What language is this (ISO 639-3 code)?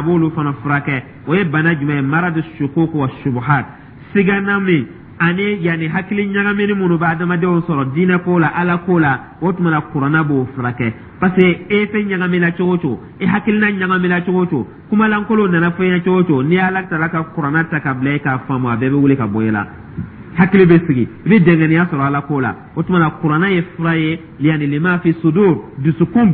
dyu